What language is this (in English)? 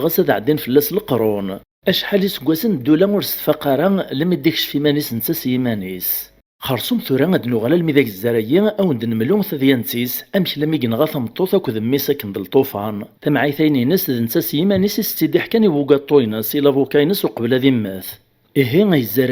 Kabyle